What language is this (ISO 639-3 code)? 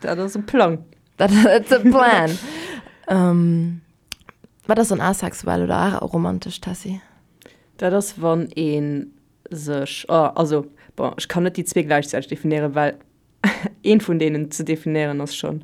ltz